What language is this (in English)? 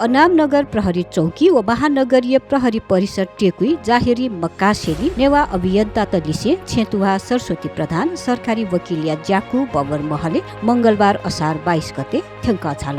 Newari